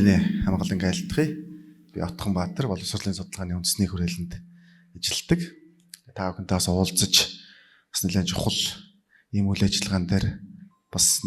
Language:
Mongolian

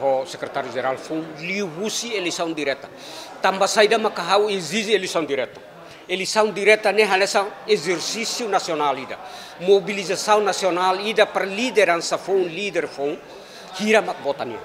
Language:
Tetum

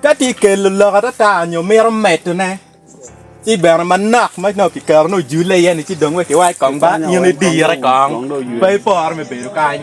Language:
Acoli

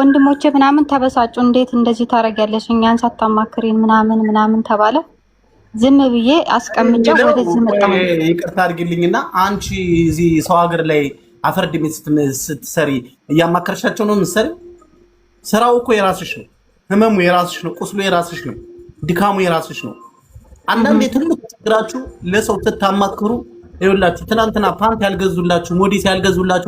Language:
Amharic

